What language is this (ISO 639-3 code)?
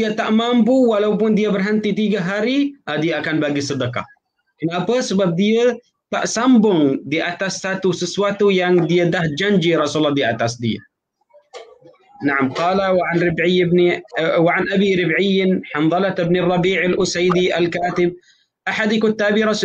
msa